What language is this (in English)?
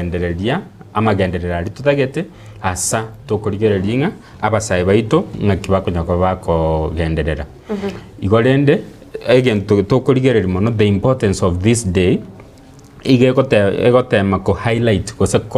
Gusii